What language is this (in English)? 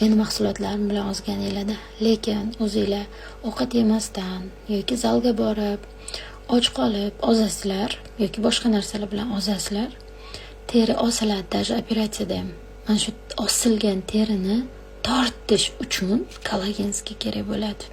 Uzbek